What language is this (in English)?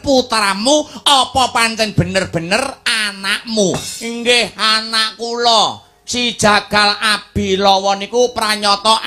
Javanese